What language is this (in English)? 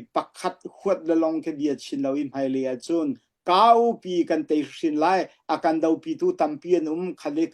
Hakha Chin